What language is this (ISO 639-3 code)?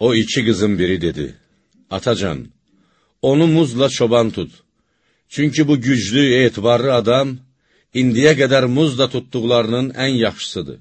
aze